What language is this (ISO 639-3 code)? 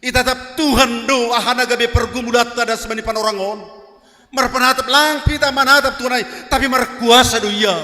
bts